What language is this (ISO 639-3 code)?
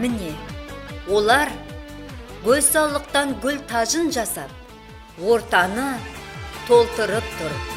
kaa